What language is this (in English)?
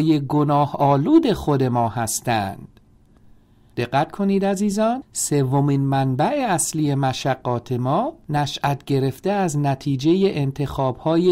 Persian